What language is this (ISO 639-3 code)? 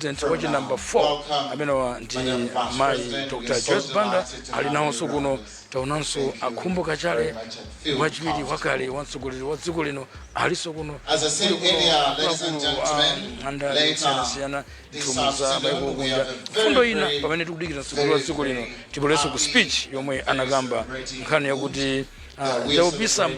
nya